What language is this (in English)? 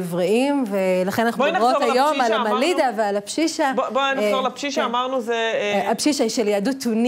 Hebrew